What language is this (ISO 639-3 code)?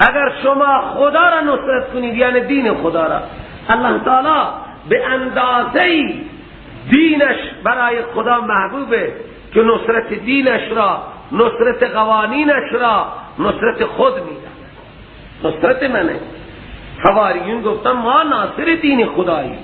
fas